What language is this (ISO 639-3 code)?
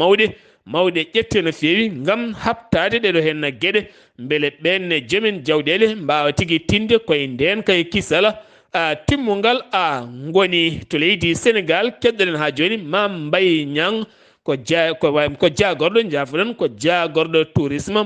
ful